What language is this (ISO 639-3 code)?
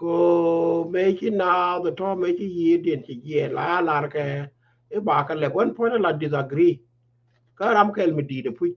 nus